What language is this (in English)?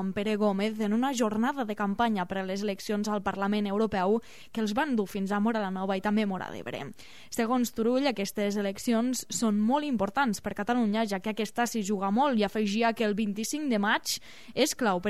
Catalan